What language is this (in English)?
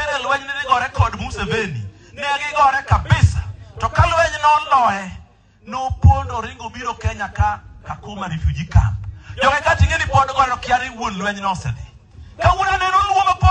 Luo (Kenya and Tanzania)